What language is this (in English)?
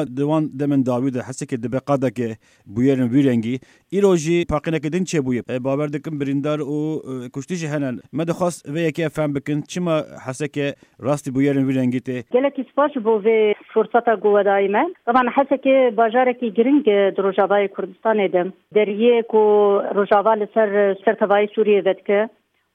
Kurdish